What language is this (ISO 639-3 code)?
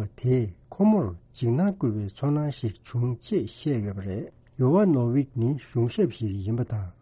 bod